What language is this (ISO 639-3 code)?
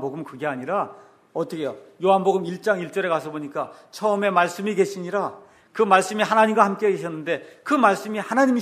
kor